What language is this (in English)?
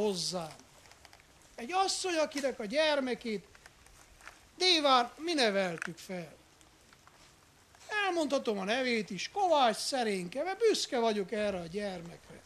Hungarian